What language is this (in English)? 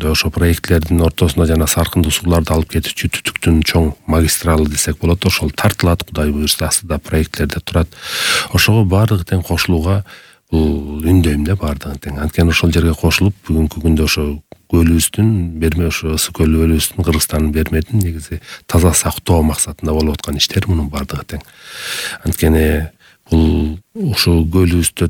Kyrgyz